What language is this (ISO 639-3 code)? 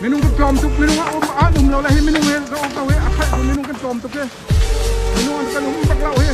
cnh